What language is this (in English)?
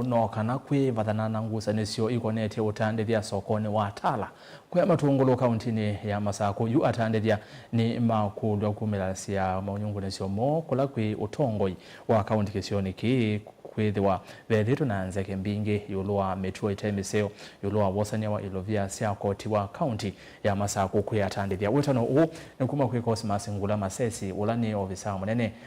Kamba